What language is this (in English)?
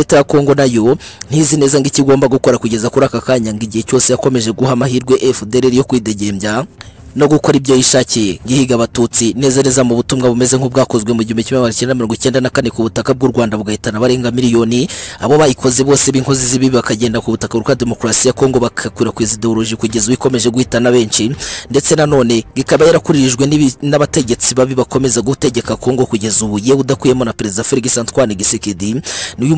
Kinyarwanda